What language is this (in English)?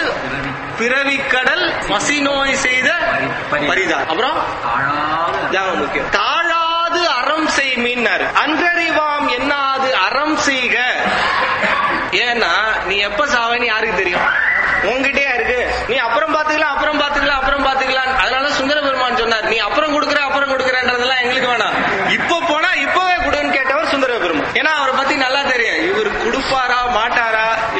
Tamil